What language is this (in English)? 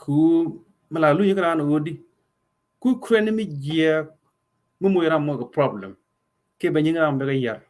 Nuer